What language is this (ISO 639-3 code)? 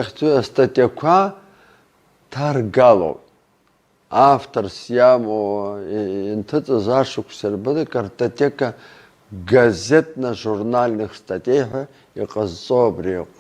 abk